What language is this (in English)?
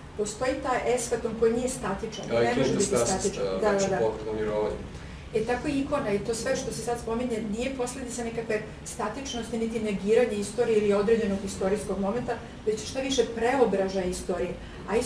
Serbian